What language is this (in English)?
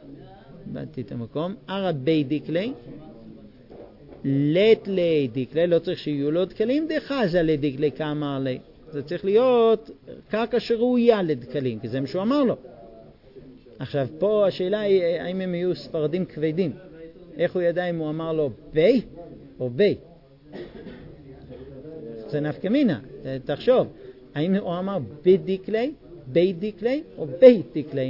Hebrew